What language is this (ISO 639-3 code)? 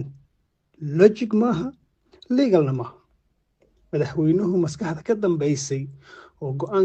som